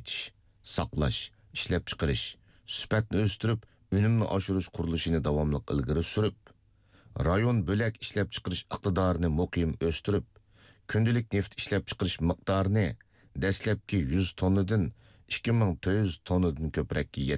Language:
Uyghur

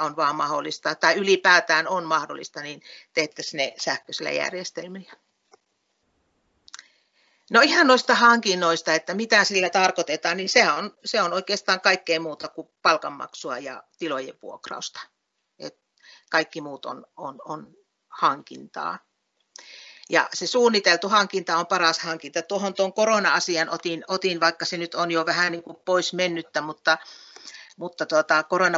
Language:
Finnish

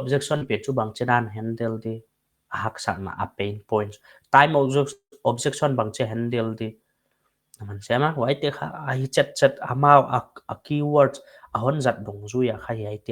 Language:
Paite Chin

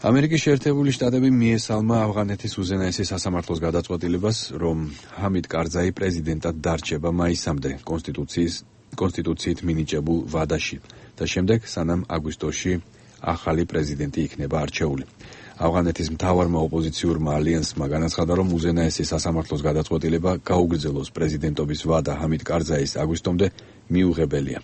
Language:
Georgian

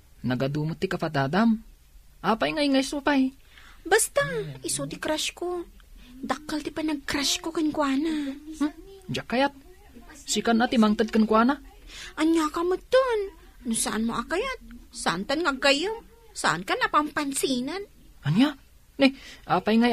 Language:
Iloko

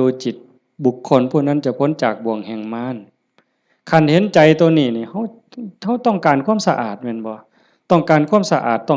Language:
Lao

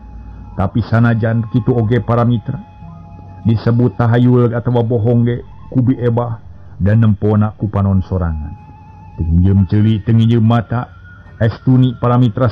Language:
Sundanese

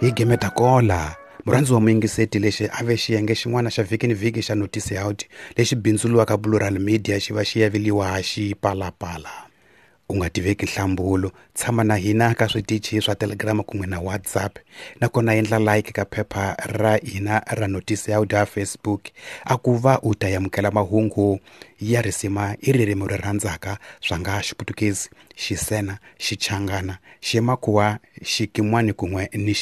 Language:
Tsonga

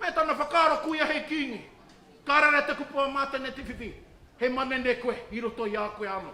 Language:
Māori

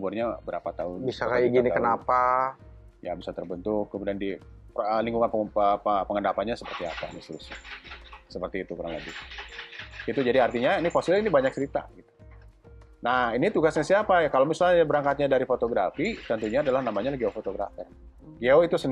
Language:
Indonesian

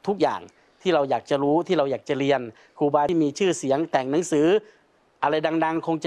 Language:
Thai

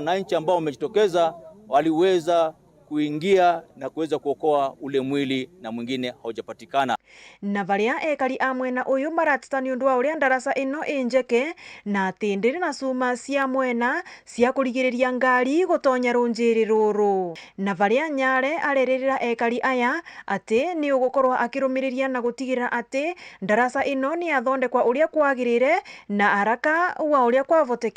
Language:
Meru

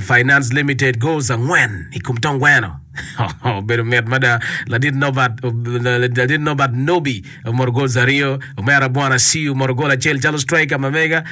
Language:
Acoli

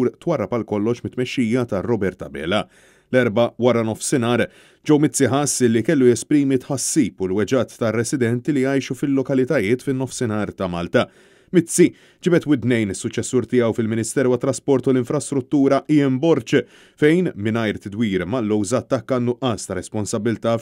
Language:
Maltese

